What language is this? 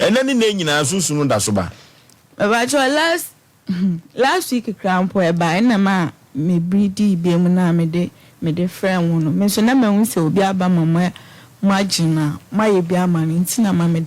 Akan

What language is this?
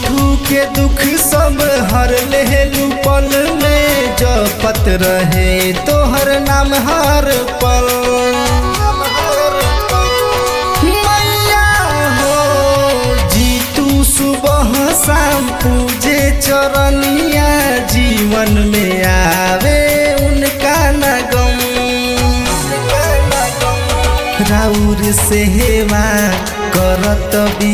Bhojpuri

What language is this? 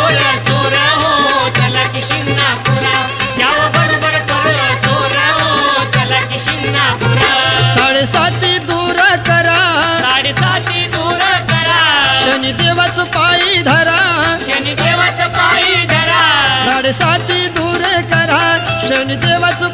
Marathi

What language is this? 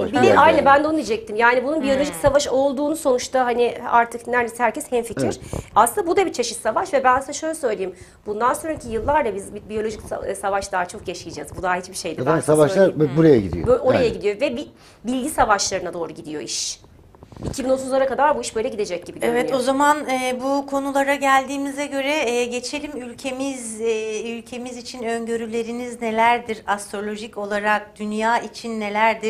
Turkish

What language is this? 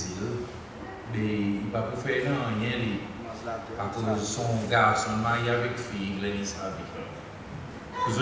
Seselwa Creole French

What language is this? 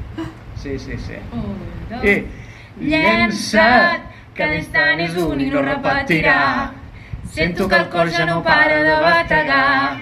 Catalan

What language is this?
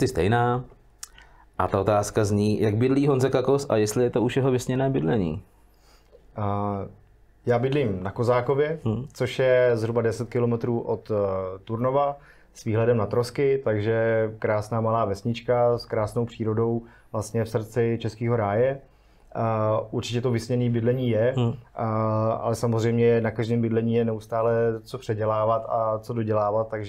Czech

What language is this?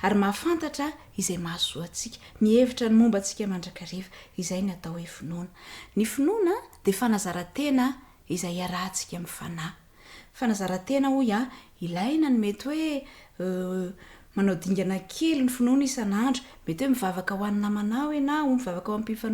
Malagasy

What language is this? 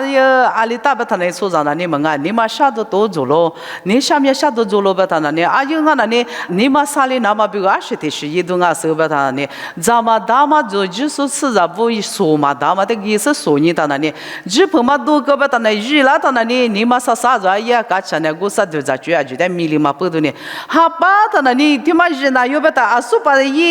Lisu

